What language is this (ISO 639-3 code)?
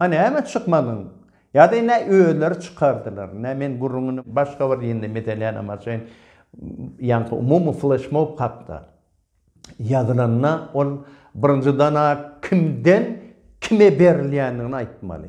tuk